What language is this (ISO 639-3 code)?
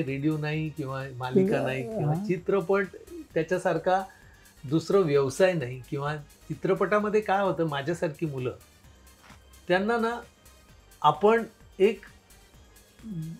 mar